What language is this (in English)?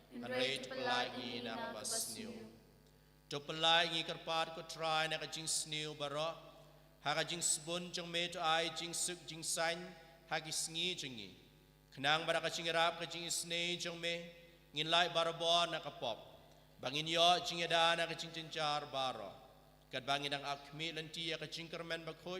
Khasi